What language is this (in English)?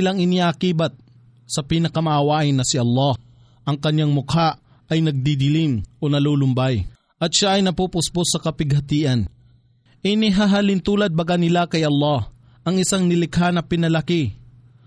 Filipino